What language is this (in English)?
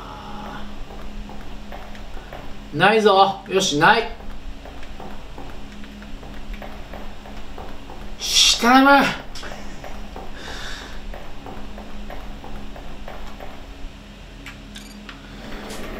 Japanese